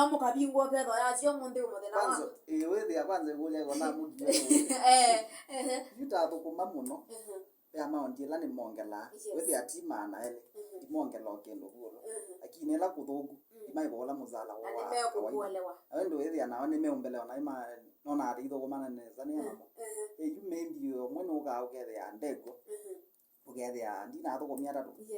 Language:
Kamba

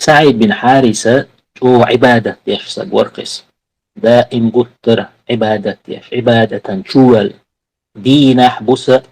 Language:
Chechen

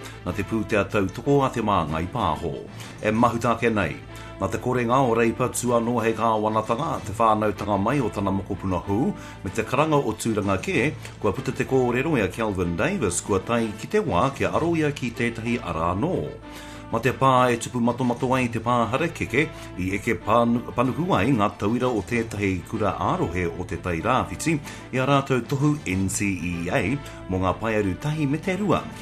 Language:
Māori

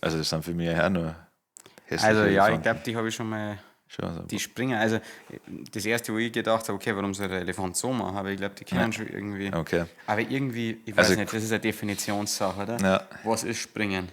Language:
Bavarian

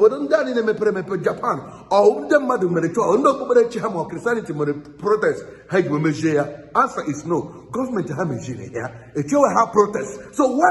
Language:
Igbo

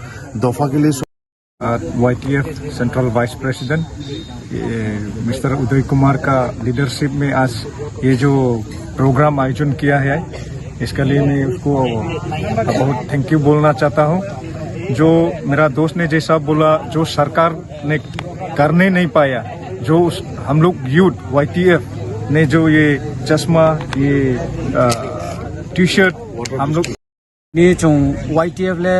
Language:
Riang (India)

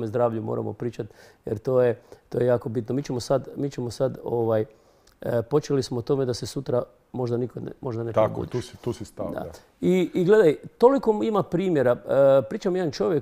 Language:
Croatian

